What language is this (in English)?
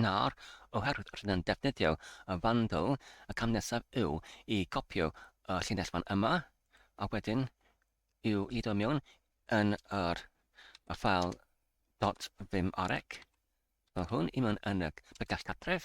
Welsh